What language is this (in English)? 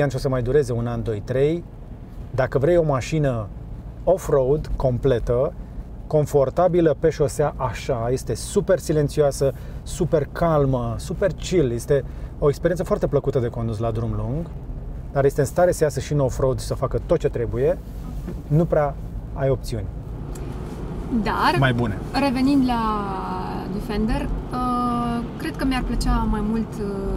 Romanian